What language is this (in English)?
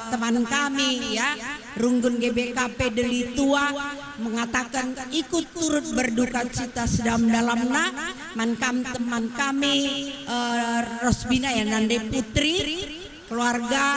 Batak Karo